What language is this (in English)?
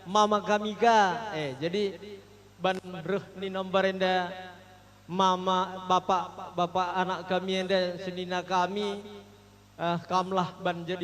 Batak Karo